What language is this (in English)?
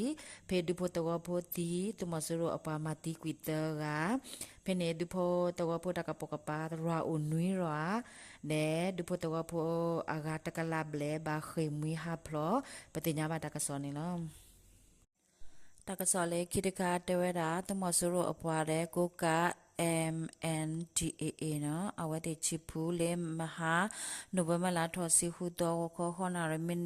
S'gaw Karen